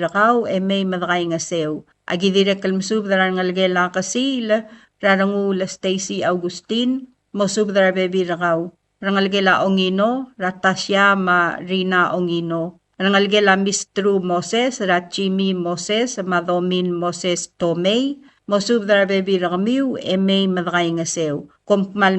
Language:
Palauan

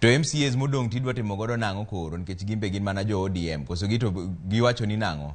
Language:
Luo (Kenya and Tanzania)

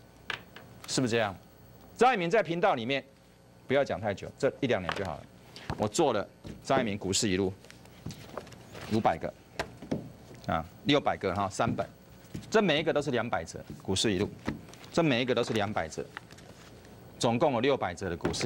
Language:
Chinese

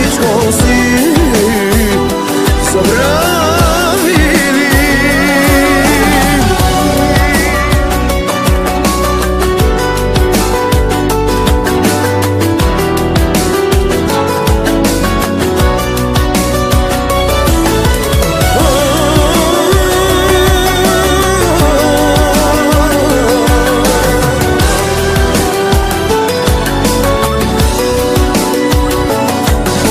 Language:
Bulgarian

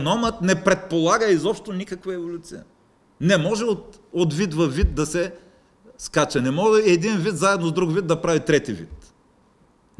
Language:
Bulgarian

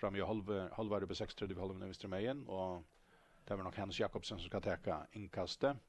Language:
Faroese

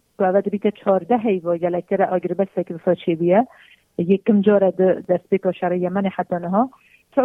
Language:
Kurdish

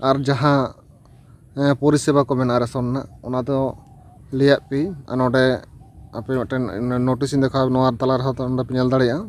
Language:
Santali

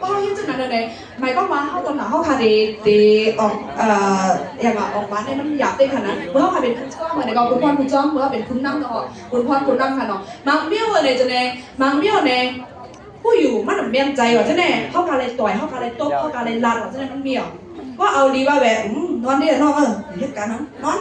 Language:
Shan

